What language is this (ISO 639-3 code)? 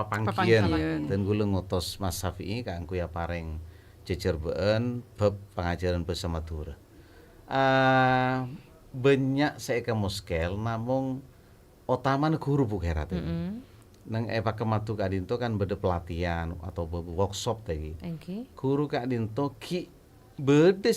mad